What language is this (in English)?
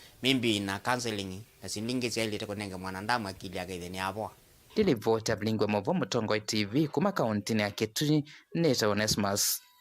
Kamba